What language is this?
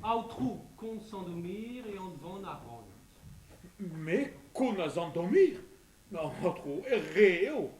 Breton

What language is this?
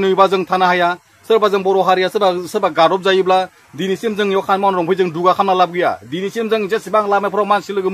Bodo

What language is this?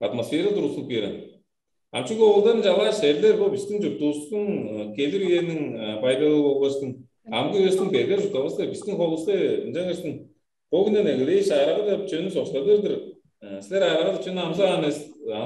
Tuvinian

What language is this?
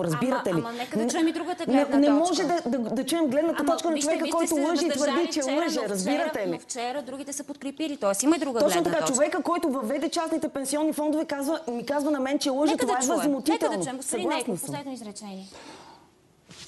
Bulgarian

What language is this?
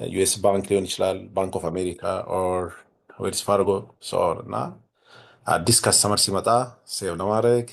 Amharic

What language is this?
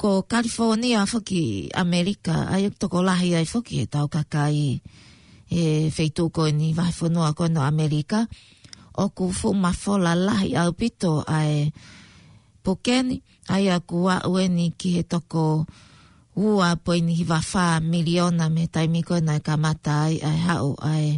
Tongan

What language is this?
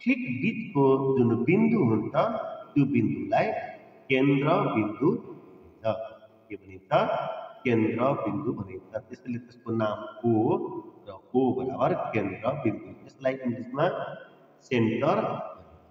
Nepali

